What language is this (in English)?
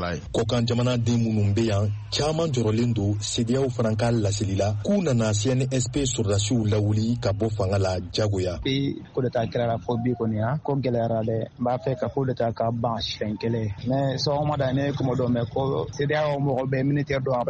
Bambara